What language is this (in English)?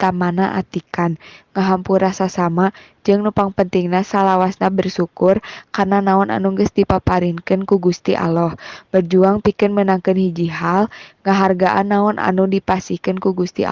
Sundanese